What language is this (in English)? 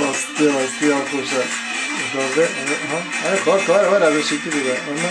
Kurdish